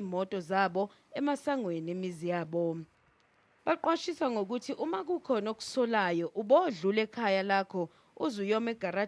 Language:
Zulu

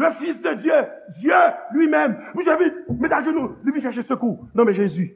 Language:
Haitian Creole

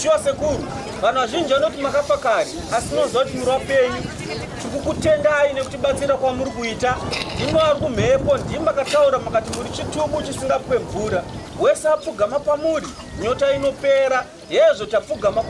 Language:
Shona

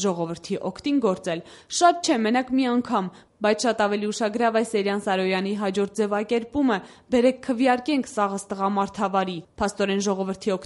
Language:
Armenian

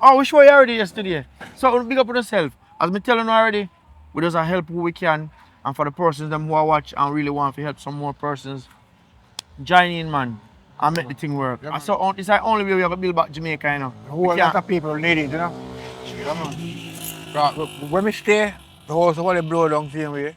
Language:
Jamaican Creole English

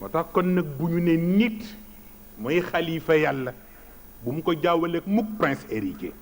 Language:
Wolof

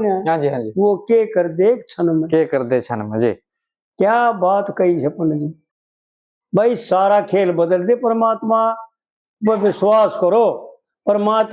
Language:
Haryanvi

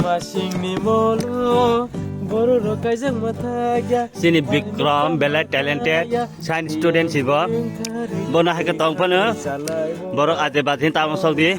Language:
Kok Borok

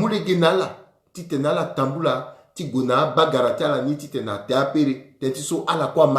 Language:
Sango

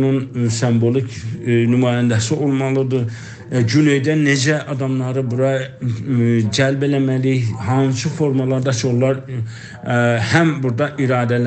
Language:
South Azerbaijani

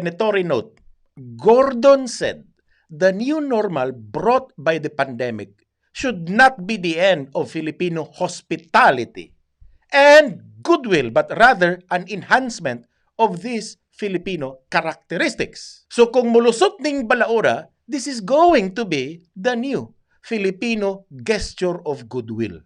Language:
Cebuano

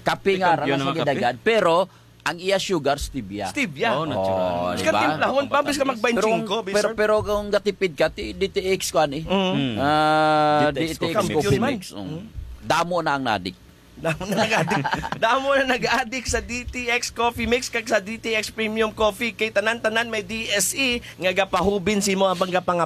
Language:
Hiligaynon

